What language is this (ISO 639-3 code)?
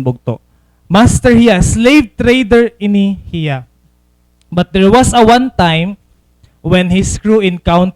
war